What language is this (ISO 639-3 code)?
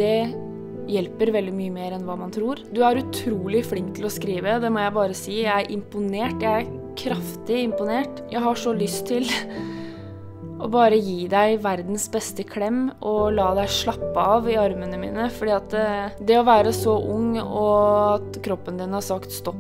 nor